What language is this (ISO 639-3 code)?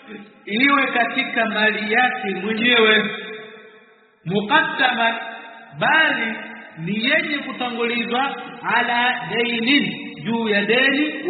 swa